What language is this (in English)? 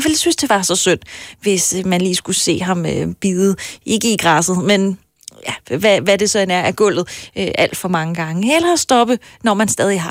Danish